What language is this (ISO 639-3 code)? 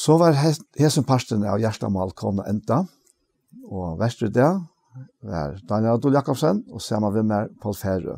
fao